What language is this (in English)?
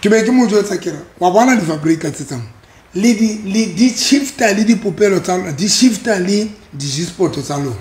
Southern Sotho